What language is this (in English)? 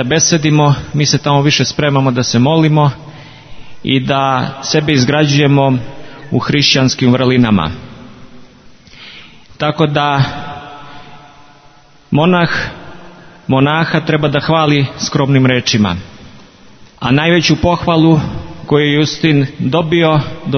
Serbian